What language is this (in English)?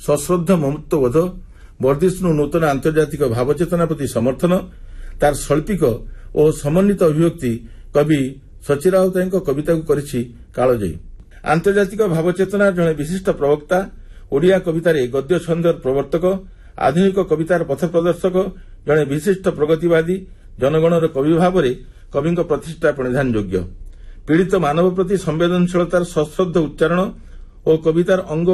Odia